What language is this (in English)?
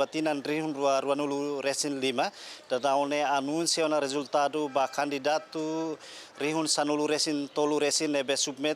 Tetum